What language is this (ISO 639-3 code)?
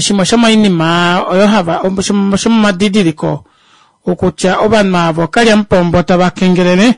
kua